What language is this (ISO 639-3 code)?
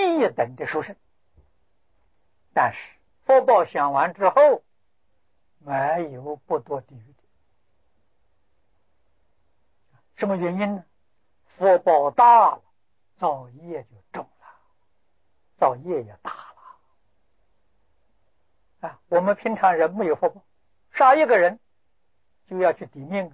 zho